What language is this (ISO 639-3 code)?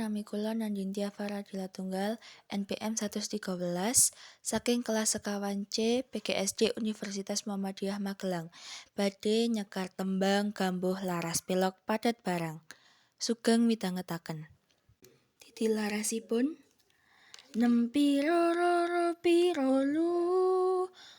jav